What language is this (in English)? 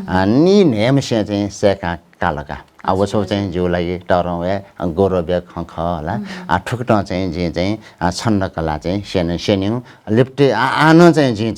Newari